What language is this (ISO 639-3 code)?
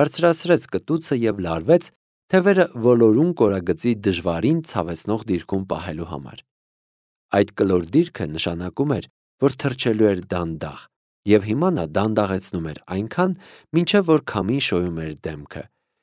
hye